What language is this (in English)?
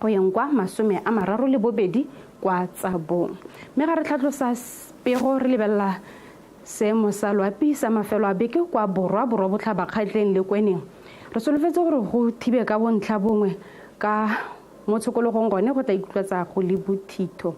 Tswana